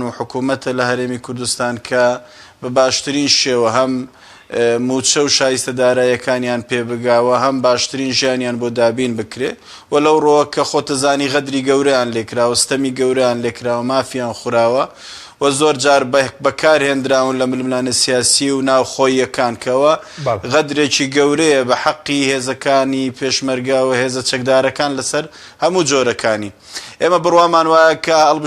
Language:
Central Kurdish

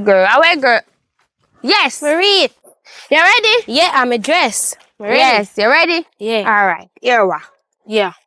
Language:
Jamaican Creole English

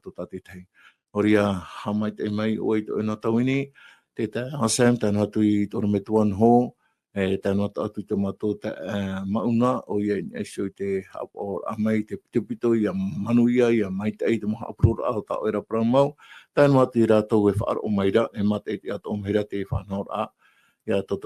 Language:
Tahitian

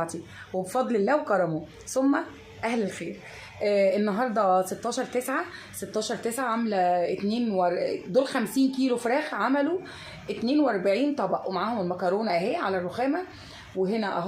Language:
Egyptian Arabic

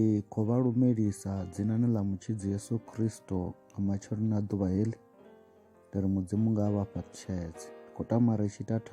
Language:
Venda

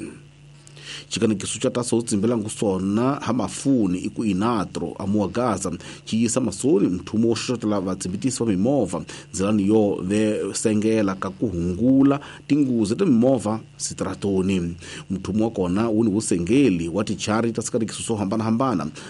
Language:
Tsonga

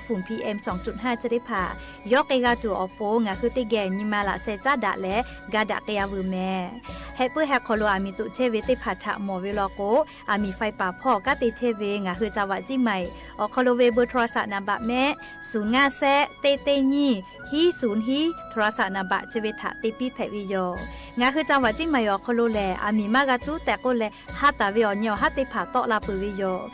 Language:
Lahu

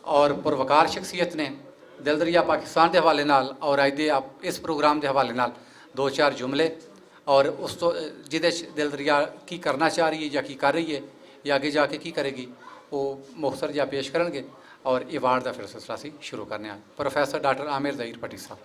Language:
Western Panjabi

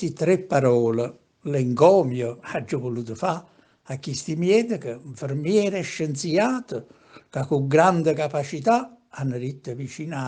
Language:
Neapolitan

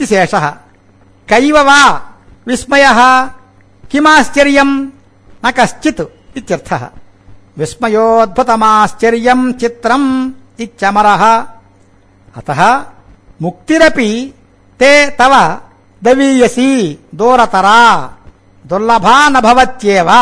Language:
Sanskrit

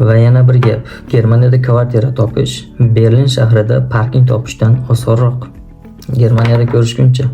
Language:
Uzbek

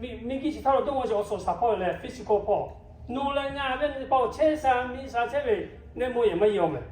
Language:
Lahu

